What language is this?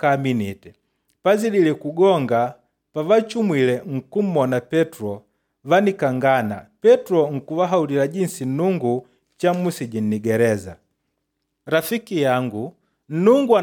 Makonde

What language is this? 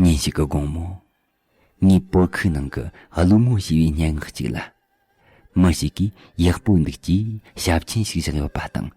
Tibetan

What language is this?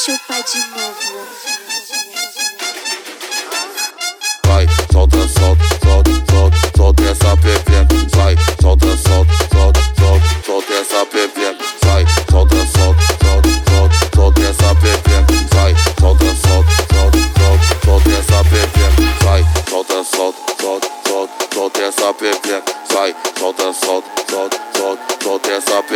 Portuguese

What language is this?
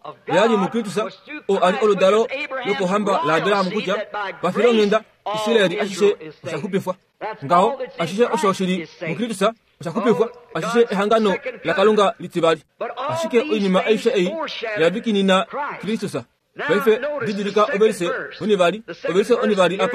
Kuanyama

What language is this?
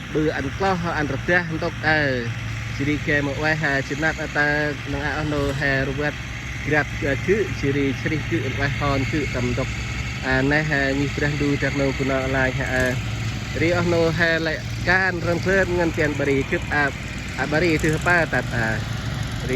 Central Mnong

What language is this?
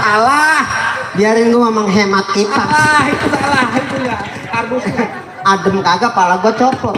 Betawi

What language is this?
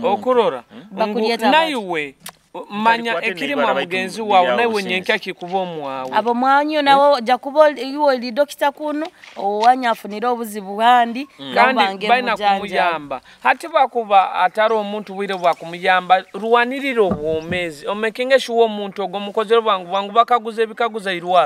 Nyoro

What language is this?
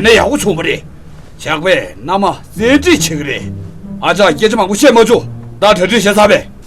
Tibetan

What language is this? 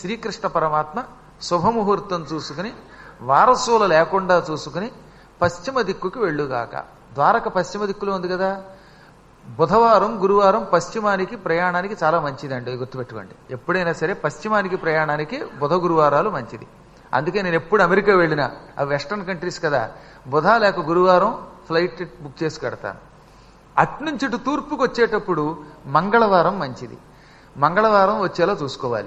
Telugu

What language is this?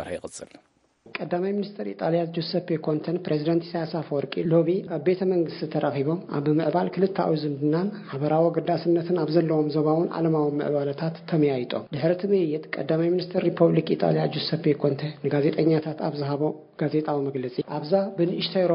Tigrinya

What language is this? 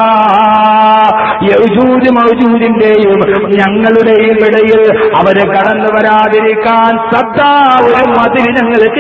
Malayalam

